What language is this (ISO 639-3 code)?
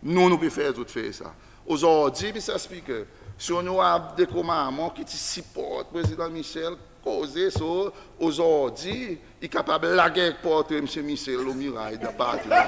crs